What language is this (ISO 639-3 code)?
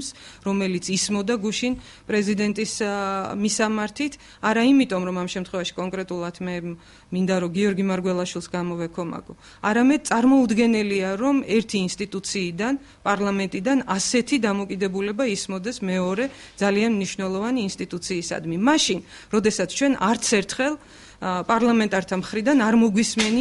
kat